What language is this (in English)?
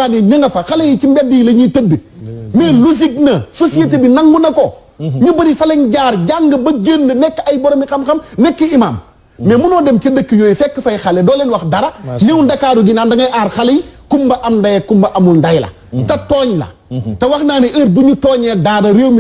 Wolof